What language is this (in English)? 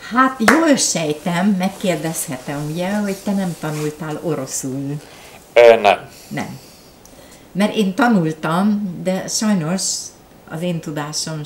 Hungarian